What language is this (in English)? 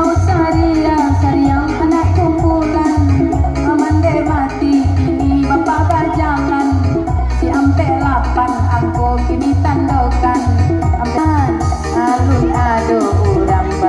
Minangkabau